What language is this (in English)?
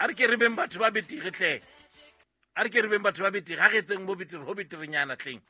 Southern Sotho